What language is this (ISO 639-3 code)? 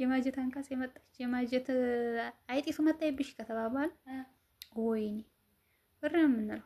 amh